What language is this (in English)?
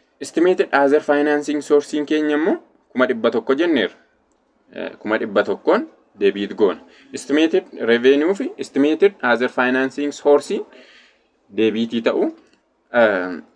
Oromo